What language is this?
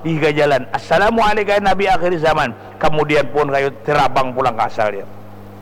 Banjar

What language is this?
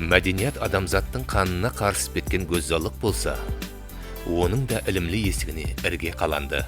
Kara-Kalpak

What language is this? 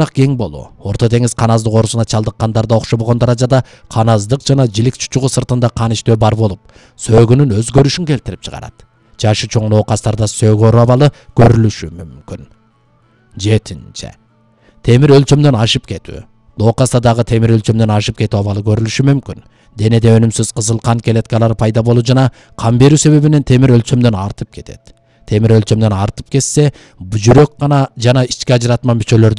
Kyrgyz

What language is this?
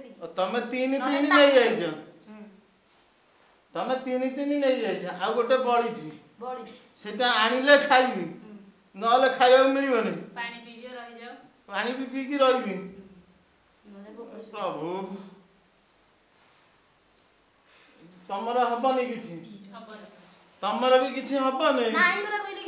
Odia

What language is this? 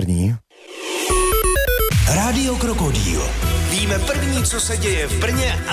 Czech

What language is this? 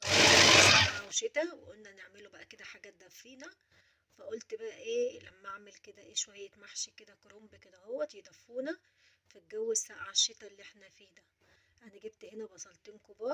Egyptian Arabic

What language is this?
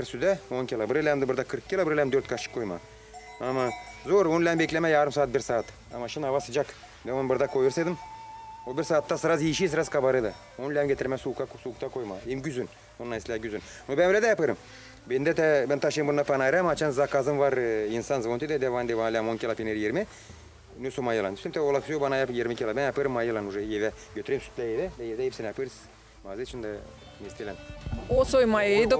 Gagauz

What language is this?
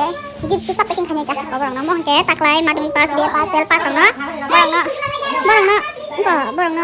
Kok Borok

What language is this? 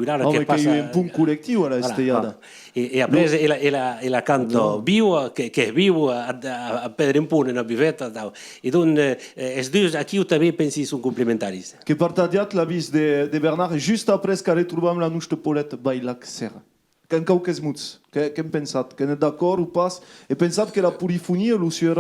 Occitan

